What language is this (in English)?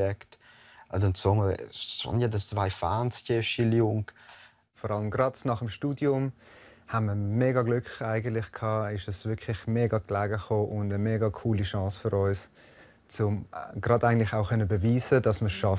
Romansh